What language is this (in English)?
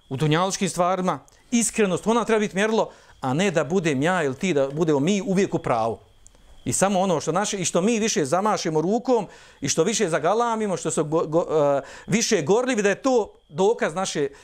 Bosnian